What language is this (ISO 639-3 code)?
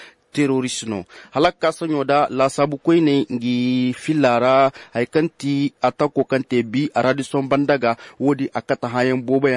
ses